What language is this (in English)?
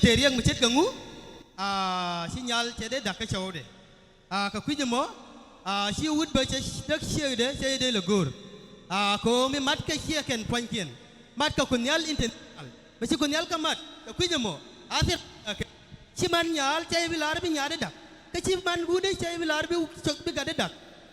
Nuer